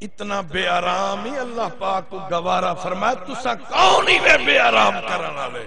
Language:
Saraiki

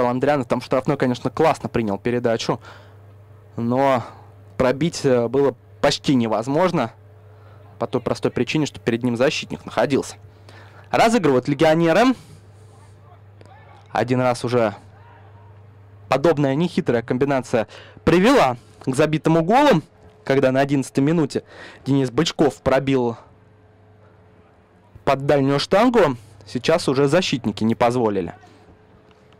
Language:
Russian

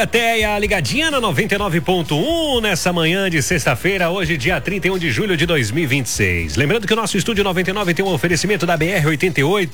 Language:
Portuguese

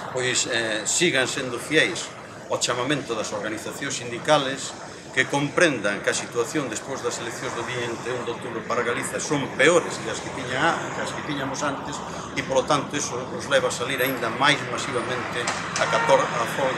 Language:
Galician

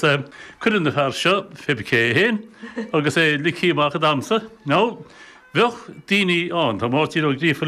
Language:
Irish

